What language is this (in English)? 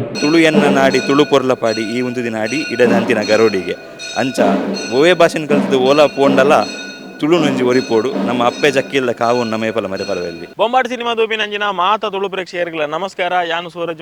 Tulu